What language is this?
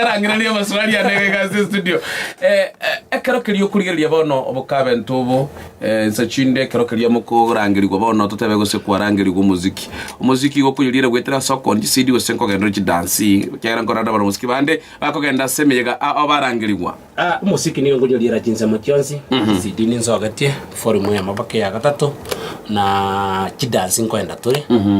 Gusii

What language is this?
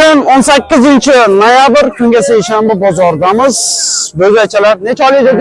Uzbek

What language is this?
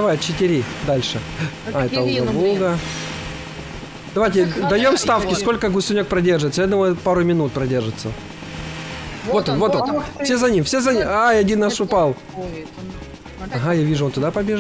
Russian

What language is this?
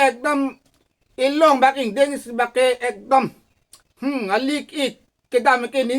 Karbi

